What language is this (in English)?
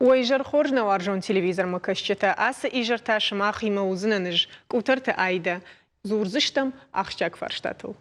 Ossetic